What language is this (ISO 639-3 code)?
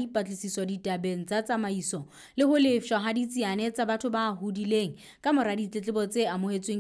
sot